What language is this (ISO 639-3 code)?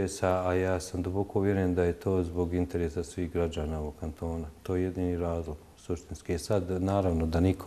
bos